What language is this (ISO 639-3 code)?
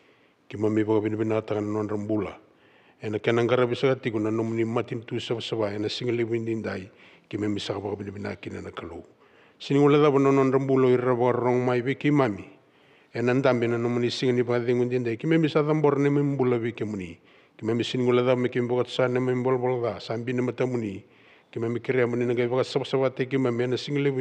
fij